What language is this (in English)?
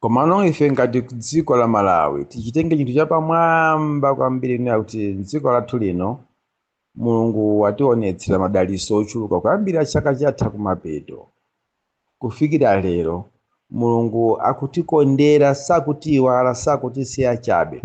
Nyanja